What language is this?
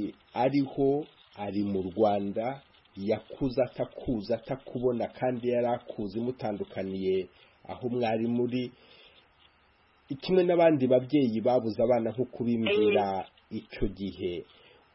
Kinyarwanda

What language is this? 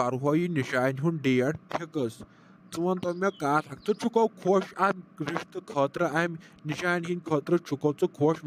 Kashmiri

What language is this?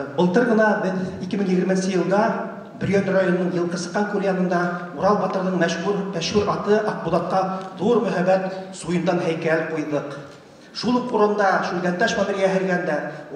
Bashkir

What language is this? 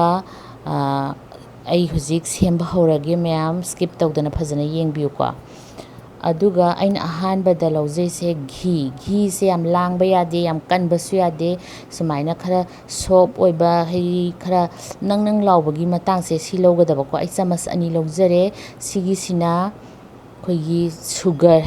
Manipuri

